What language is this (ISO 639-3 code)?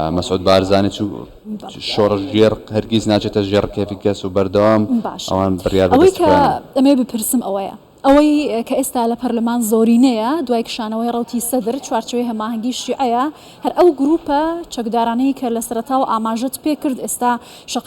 ckb